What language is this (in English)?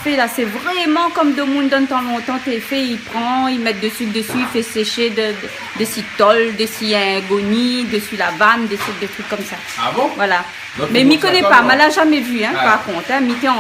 Réunion Creole French